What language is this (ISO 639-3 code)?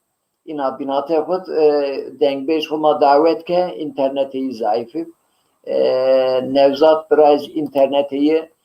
zza